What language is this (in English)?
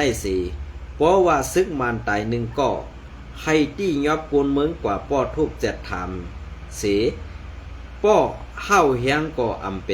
Shan